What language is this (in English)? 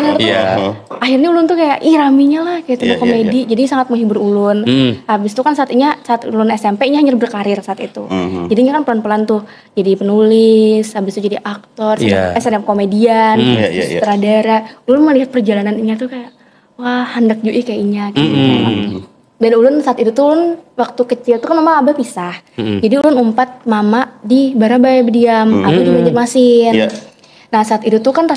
Banjar